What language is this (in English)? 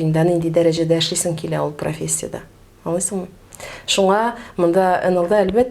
Tatar